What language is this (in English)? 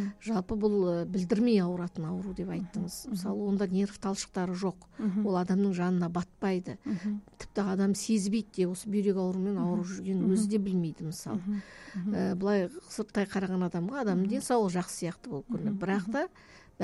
Kazakh